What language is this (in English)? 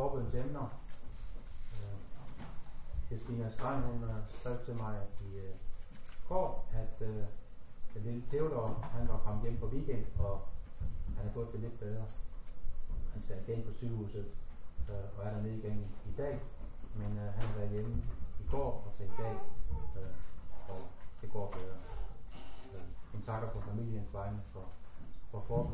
Danish